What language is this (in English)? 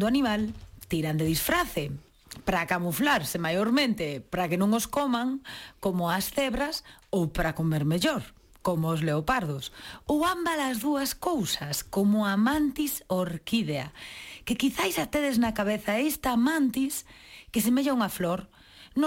Galician